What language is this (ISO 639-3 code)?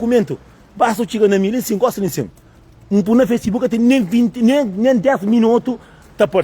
kea